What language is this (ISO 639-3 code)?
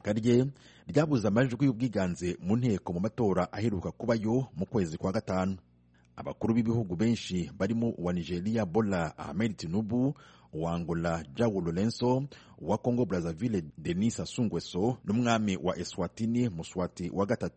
kin